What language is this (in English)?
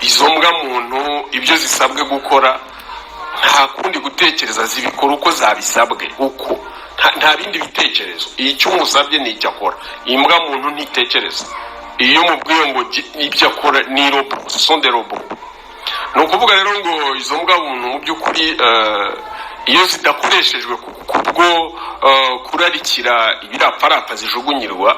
Kinyarwanda